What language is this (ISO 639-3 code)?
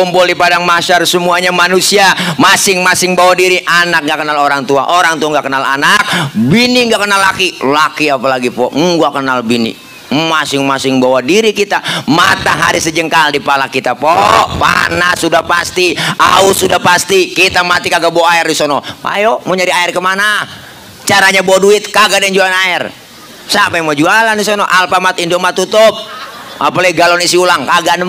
bew